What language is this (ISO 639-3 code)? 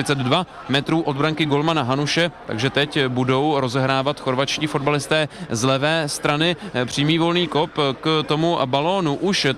ces